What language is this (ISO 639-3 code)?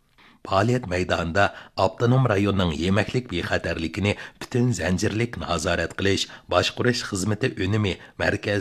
uig